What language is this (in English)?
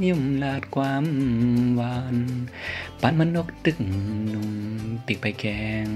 Shan